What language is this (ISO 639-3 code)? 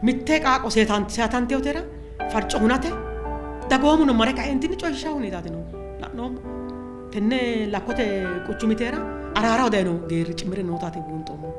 sid